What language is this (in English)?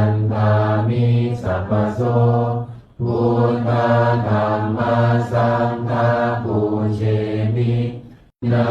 Pali